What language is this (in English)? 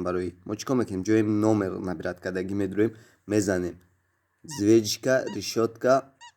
Tajik